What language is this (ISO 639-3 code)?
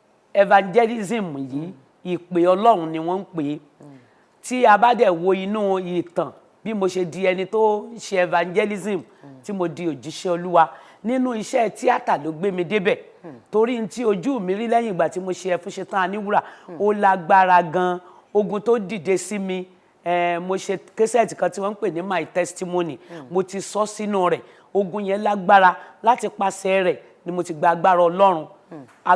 yor